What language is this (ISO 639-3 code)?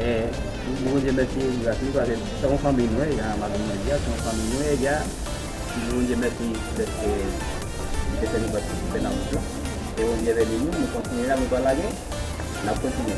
hat